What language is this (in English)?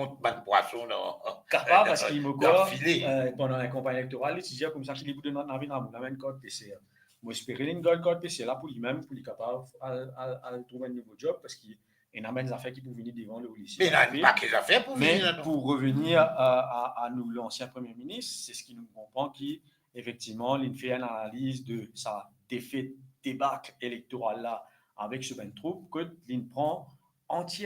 Morisyen